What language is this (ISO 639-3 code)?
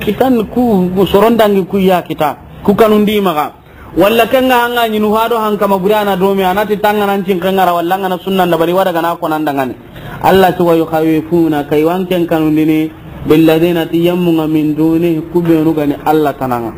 snk